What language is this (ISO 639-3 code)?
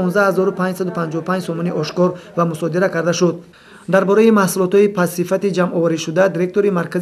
tgk